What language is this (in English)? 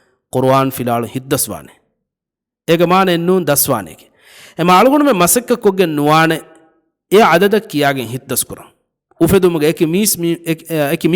Divehi